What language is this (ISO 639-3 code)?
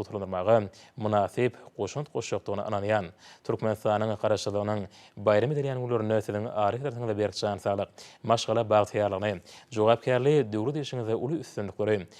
tuk